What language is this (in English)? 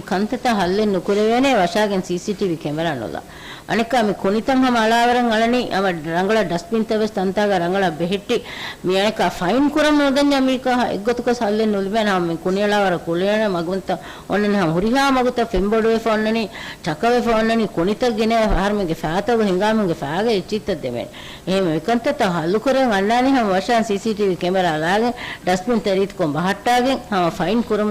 Divehi